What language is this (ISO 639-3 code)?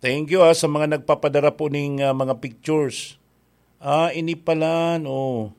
bik